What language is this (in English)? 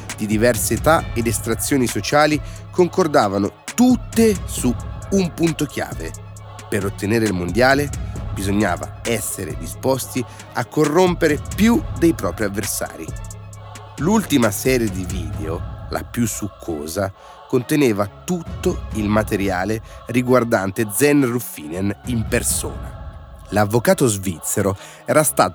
Italian